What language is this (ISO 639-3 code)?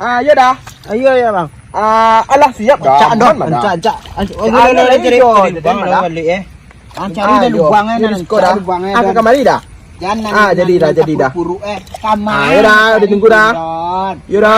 min